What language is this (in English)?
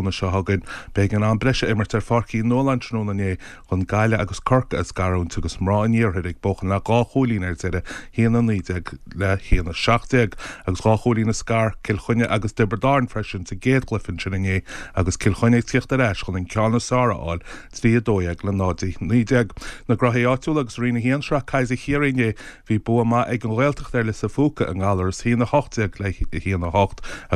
Irish